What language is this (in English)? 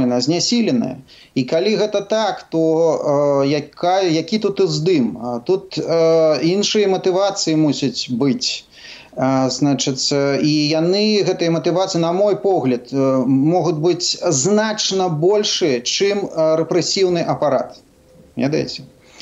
Belarusian